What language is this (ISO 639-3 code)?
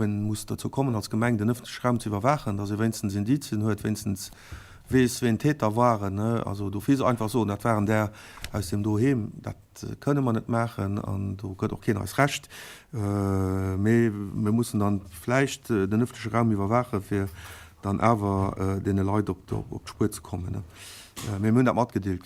ltz